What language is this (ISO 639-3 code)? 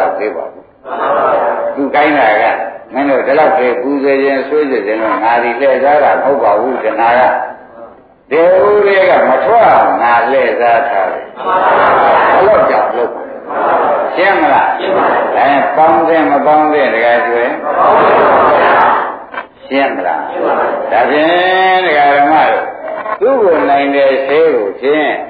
mya